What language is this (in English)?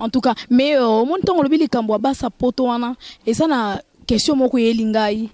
Lingala